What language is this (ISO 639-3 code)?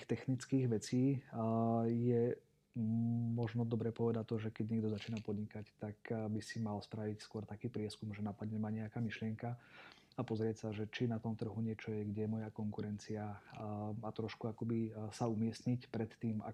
slk